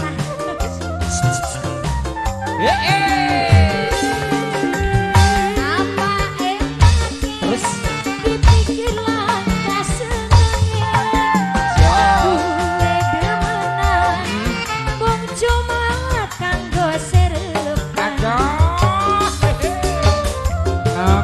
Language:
Indonesian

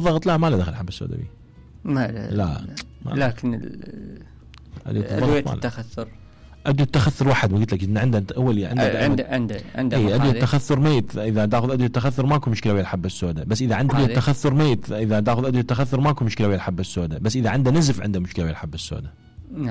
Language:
Mesopotamian Arabic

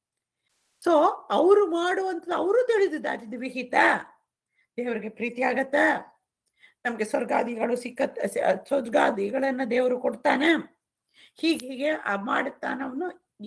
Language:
Kannada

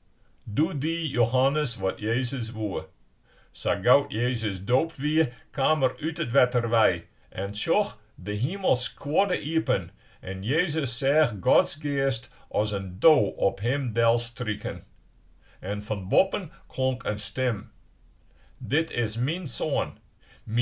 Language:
Western Frisian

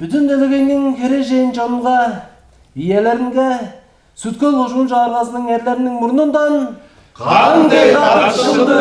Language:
Tuvinian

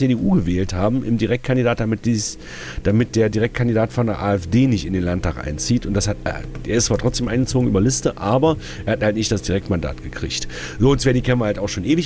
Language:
German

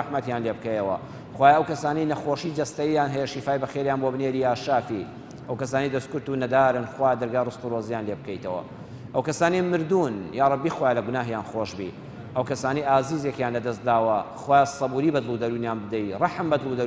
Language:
Central Kurdish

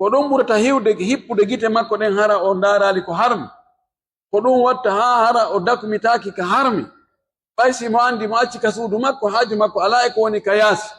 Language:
Pular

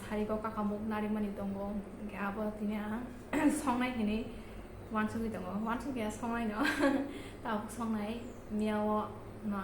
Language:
Kok Borok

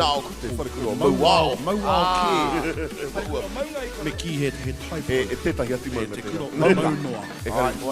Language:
Māori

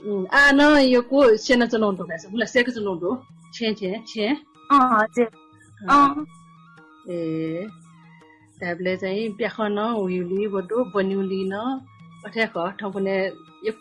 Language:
Newari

